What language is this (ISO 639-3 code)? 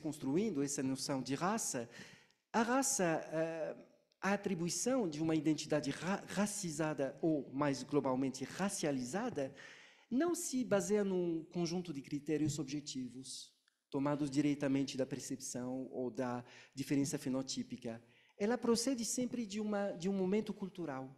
por